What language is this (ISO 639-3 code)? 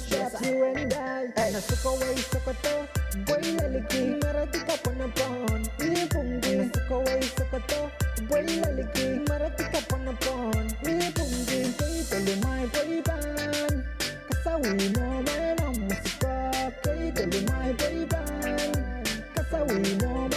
pon